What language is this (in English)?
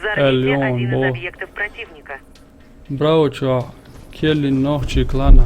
Chechen